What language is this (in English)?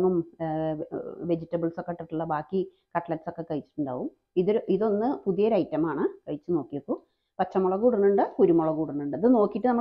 Malayalam